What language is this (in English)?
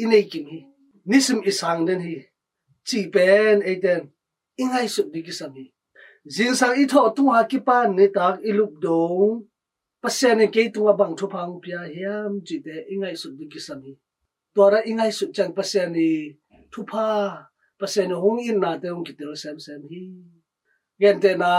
Tedim Chin